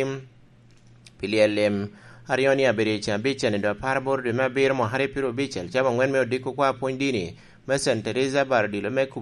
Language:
Lango (Uganda)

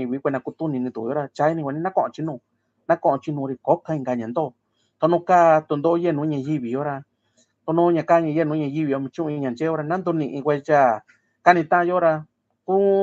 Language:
Mixtepec Mixtec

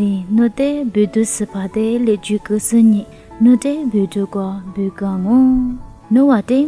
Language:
Lisu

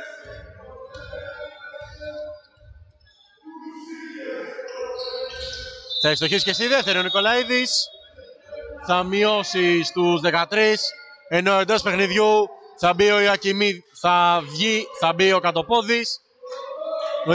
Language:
Greek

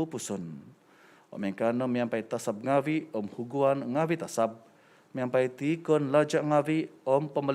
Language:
Central Dusun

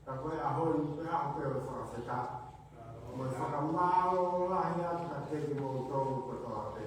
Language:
Tongan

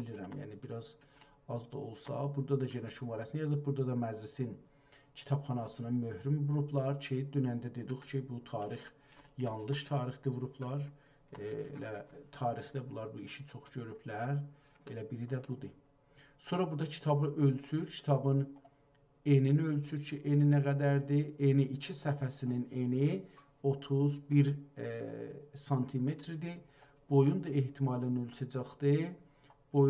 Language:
South Azerbaijani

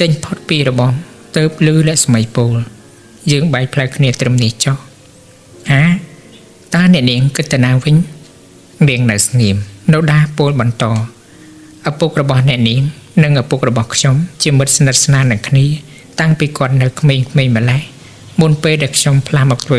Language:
Khmer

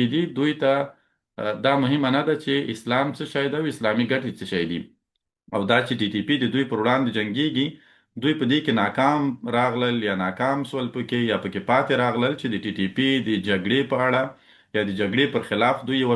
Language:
Pashto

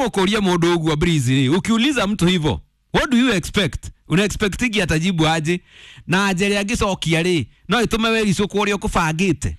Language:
Kikuyu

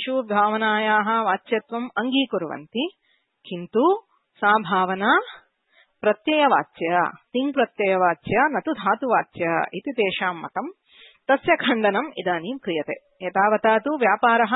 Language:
Sanskrit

